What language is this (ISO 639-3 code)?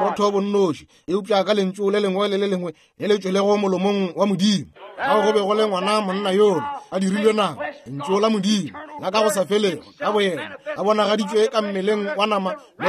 nso